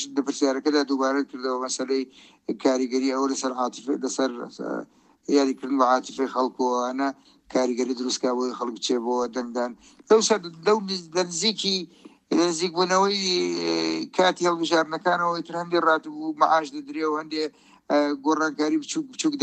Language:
Central Kurdish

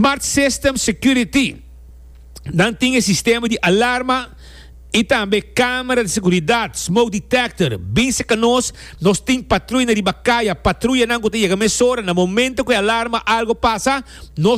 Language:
Papiamento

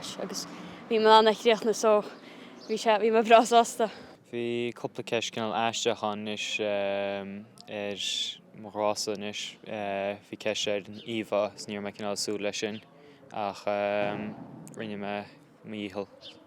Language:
Irish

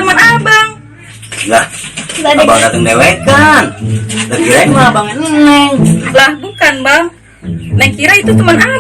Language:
Betawi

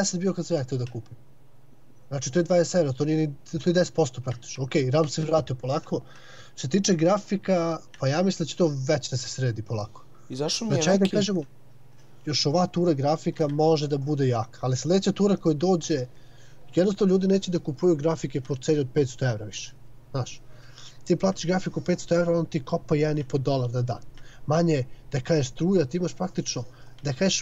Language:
Serbian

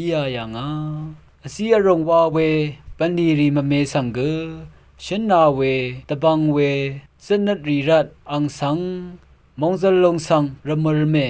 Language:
Rawang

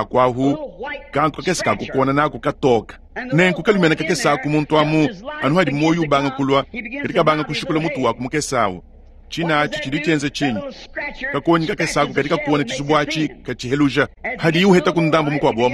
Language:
Luba-Lulua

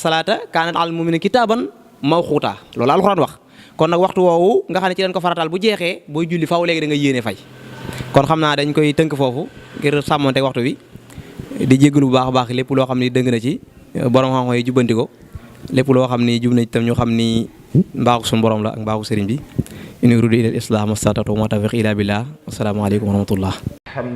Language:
Wolof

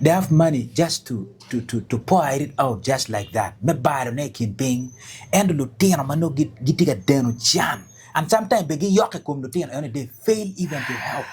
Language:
Acoli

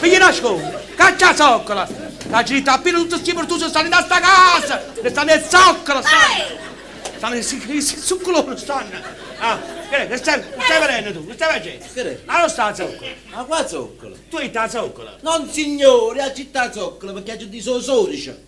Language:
Neapolitan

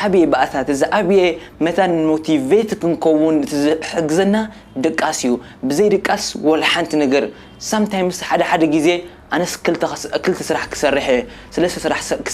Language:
Tigrinya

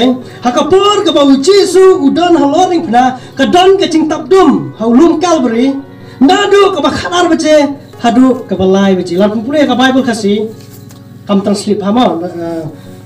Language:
Khasi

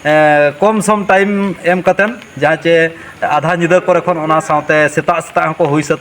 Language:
Santali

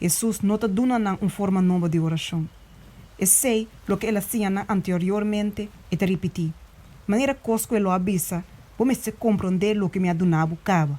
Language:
Papiamento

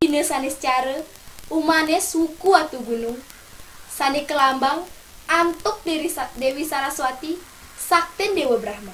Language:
Balinese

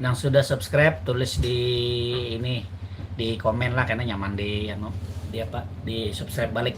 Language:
Banjar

